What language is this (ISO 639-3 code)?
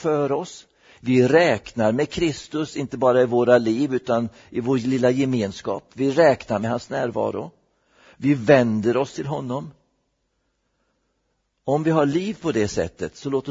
swe